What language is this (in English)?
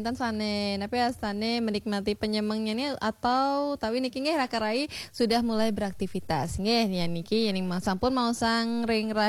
Balinese